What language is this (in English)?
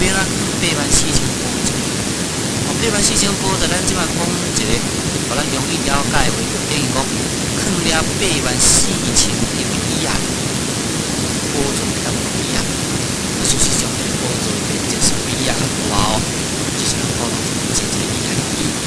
Min Nan Chinese